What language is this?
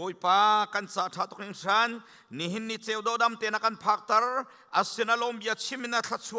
Hakha Chin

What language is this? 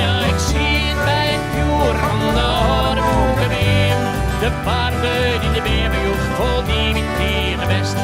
Western Frisian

